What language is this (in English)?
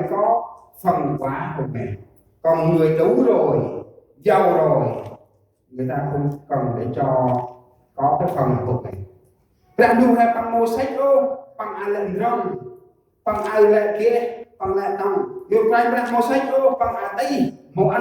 Central Mnong